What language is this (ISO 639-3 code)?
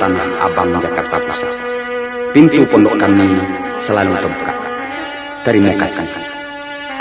min